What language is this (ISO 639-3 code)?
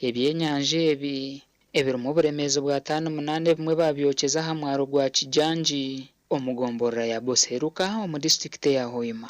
nyn